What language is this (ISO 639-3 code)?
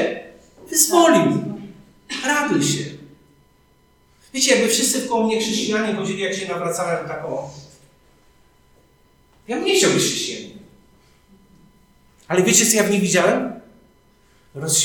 pol